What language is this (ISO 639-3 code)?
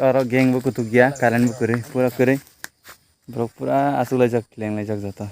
trp